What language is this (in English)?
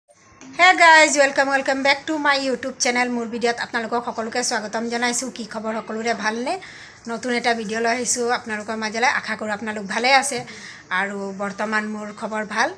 Assamese